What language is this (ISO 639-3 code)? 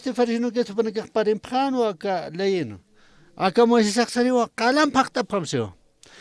aym